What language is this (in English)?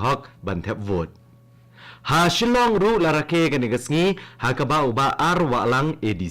Khasi